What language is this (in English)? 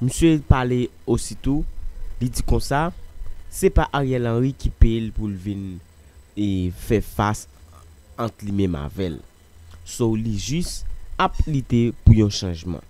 Haitian Creole